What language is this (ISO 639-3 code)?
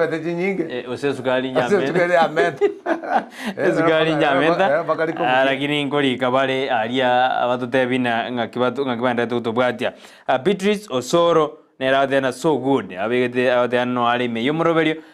guz